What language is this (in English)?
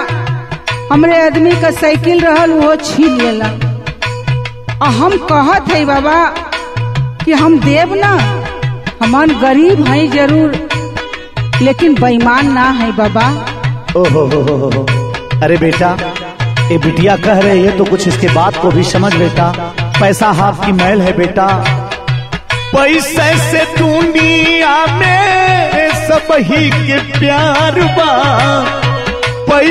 Bhojpuri